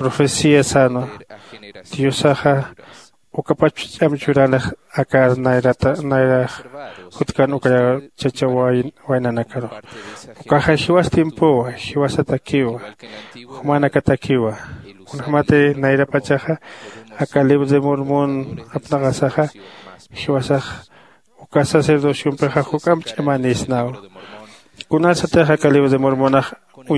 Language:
Aymara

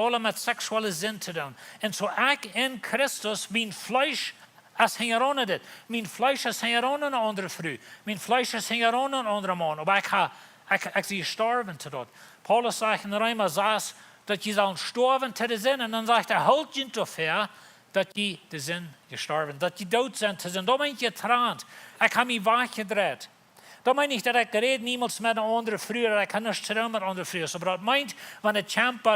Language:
Plautdietsch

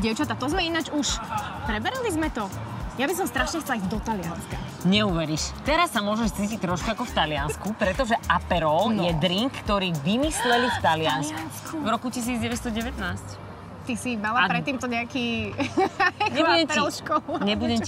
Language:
Slovak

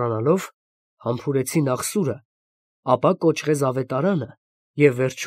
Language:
Armenian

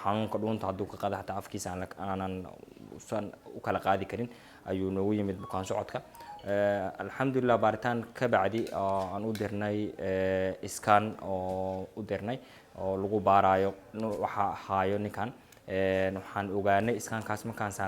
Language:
Somali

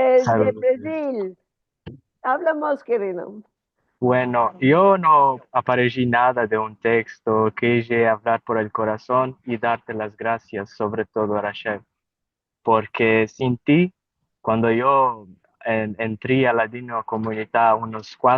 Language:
Ladino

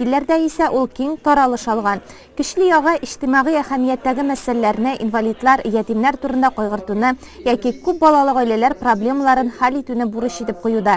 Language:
Tatar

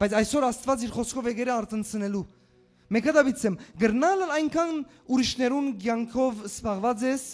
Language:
Western Armenian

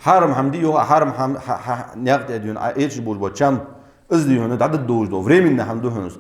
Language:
Ingush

